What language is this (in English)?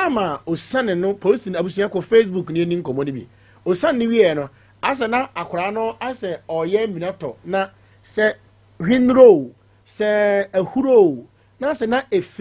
Akan